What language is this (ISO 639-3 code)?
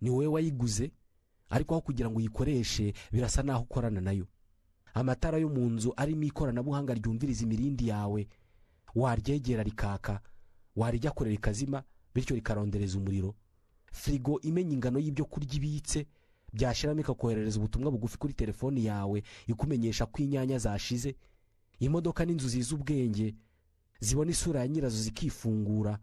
kin